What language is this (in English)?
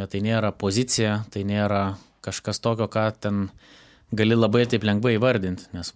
Lithuanian